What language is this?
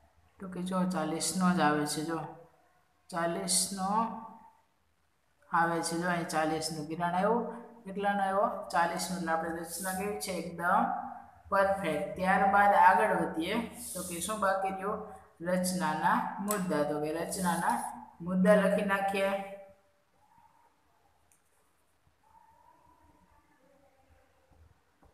Gujarati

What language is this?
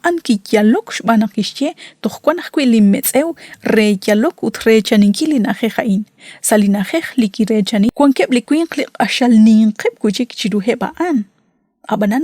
Kekchí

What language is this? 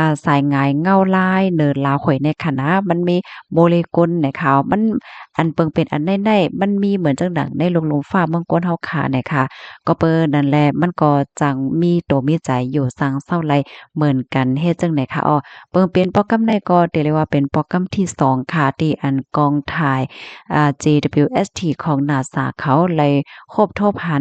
Shan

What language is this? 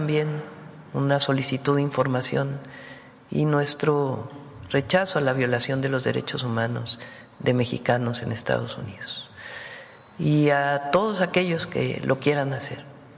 Spanish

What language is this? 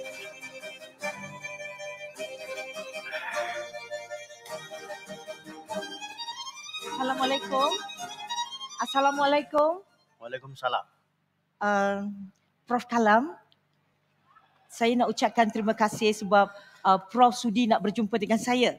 Malay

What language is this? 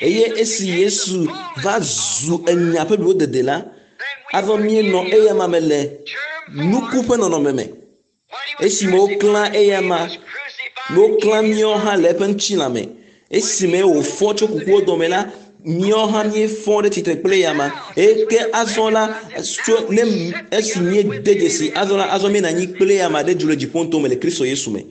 Ewe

